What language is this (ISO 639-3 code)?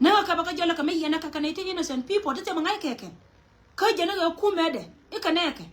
nus